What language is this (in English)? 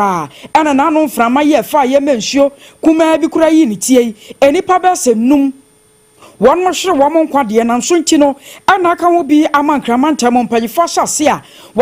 Akan